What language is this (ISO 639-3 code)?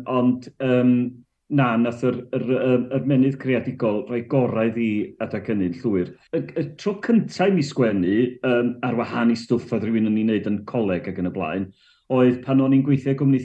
cym